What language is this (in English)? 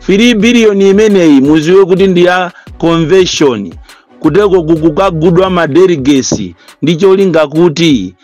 Nyanja